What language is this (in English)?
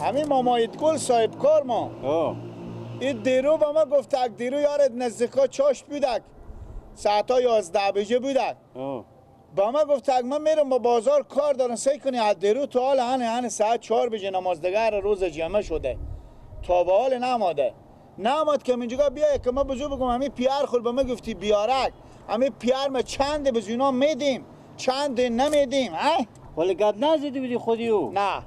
Persian